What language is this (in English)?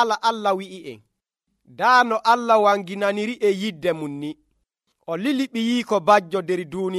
Nigerian Fulfulde